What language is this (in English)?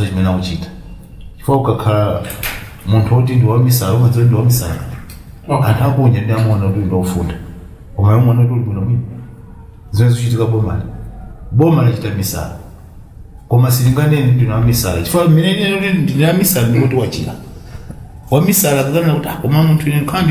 Nyanja